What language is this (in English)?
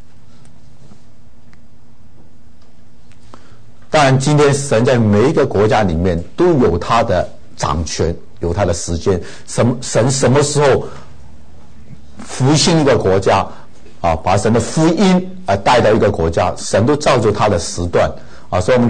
Chinese